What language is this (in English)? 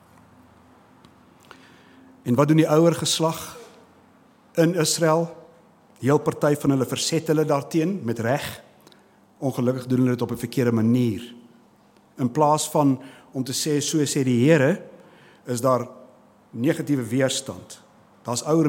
Afrikaans